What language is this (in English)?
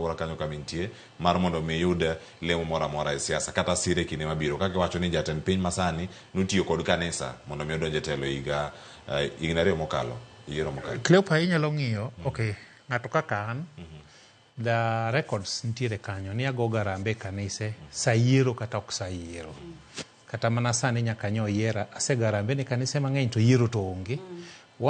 Luo (Kenya and Tanzania)